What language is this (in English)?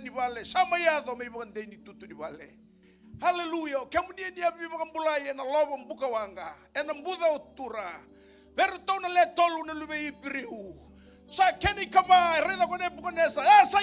Fijian